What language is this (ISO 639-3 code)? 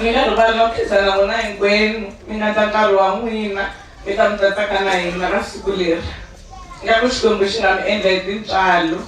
tso